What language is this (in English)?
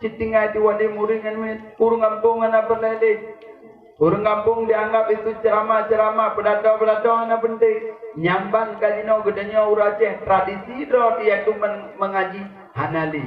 Achinese